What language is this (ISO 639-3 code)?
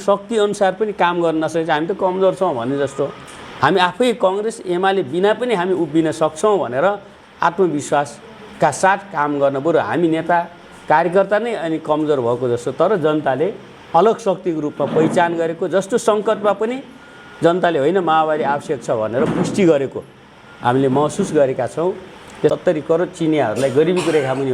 nep